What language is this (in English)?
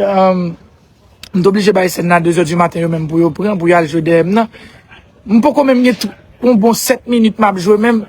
Haitian Creole